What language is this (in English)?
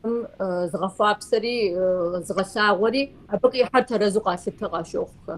Kabardian